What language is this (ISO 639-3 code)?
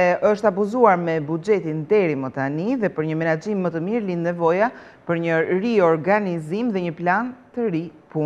sqi